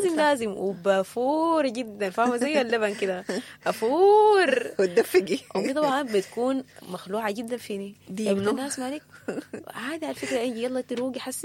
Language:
Sudanese Arabic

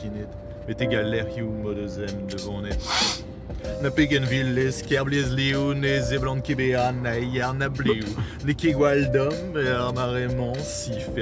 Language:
Breton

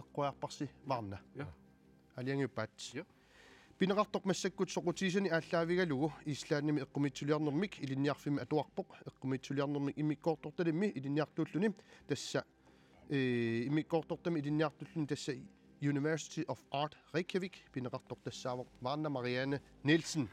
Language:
Kalaallisut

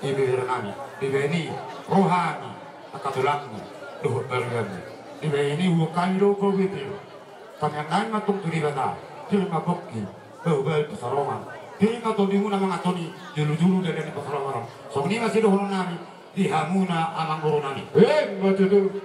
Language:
Batak Toba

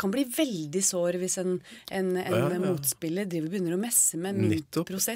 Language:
Norwegian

